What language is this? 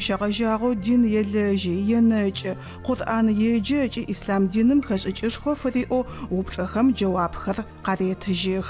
Adyghe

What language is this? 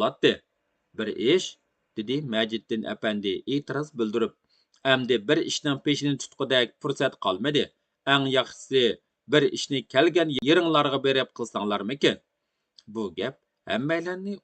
Uyghur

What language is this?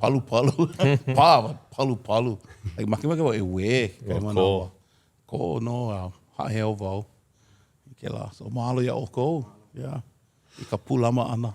Hawaiian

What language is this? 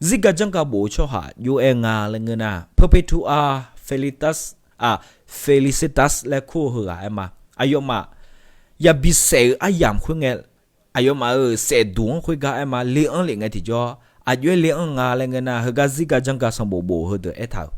Akha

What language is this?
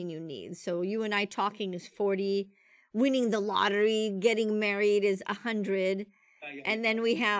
English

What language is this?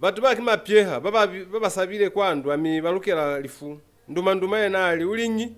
Lozi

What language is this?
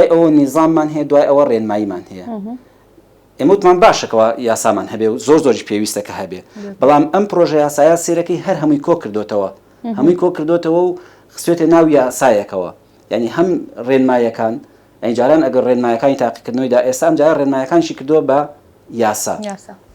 Central Kurdish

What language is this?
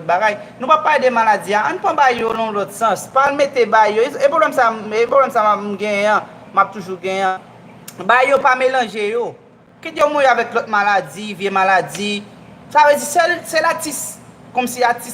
Haitian Creole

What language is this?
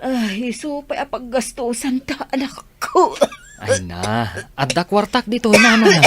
Iloko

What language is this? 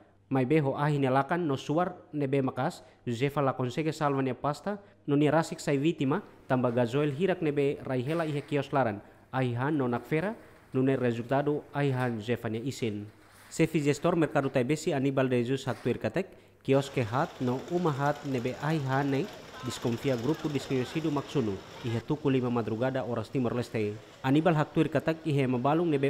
Tetum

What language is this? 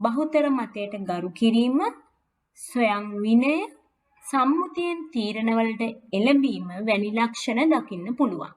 Sinhala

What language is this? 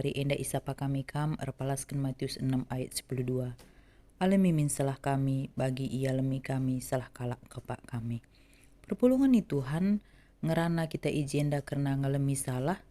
Batak Karo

